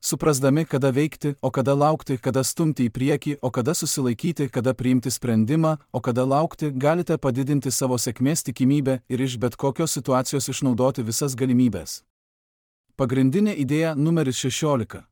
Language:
Lithuanian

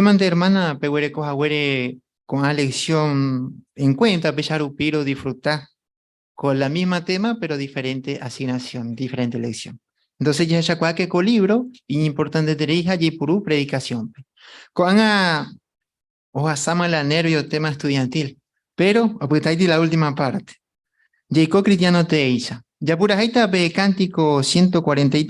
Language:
Guarani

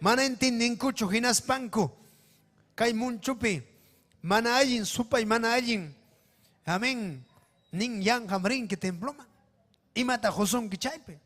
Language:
Ayacucho Quechua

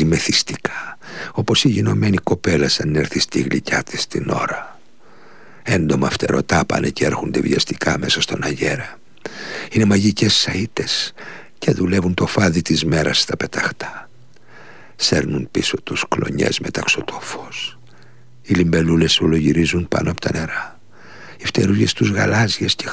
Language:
Greek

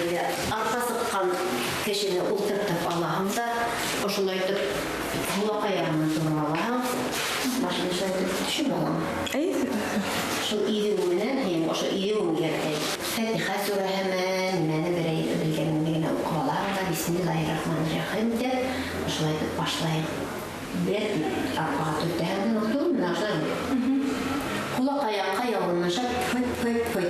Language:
Bashkir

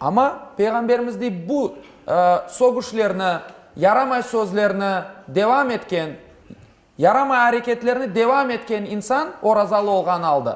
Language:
Crimean Tatar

